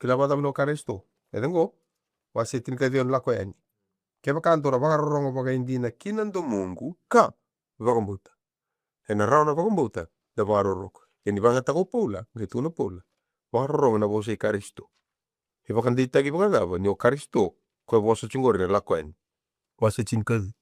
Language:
Fijian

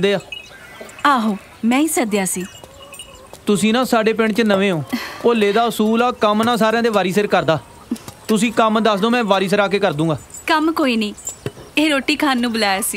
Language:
Punjabi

